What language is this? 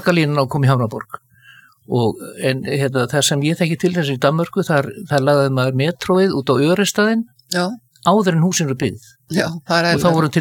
Icelandic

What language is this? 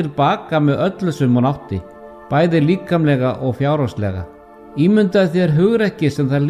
Icelandic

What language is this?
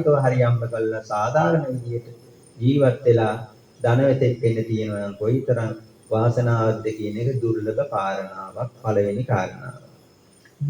Sinhala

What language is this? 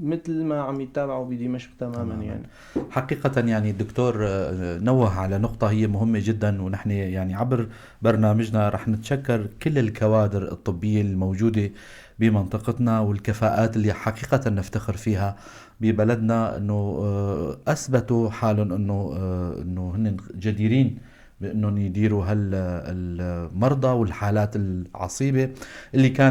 North Levantine Arabic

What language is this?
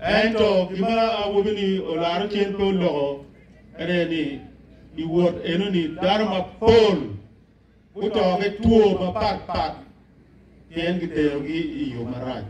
Acoli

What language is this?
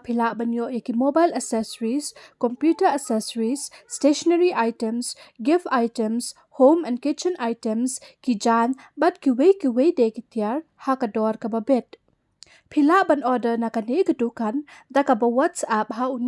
Khasi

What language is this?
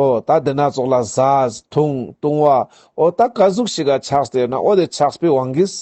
Ladakhi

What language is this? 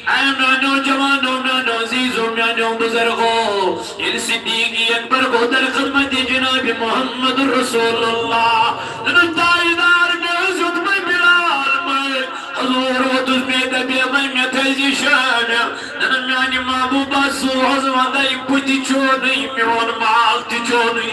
Kashmiri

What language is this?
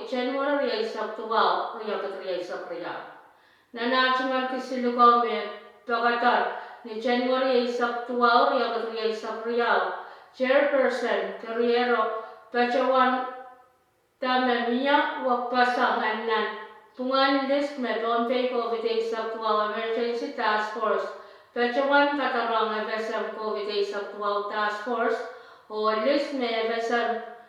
Pohnpeian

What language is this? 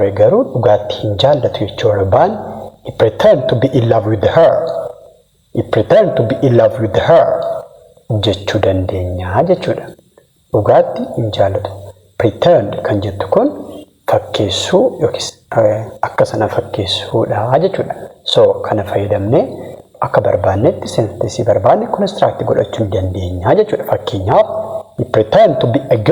Oromo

